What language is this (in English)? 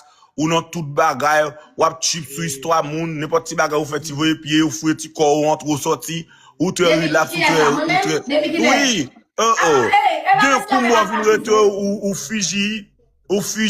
Haitian Creole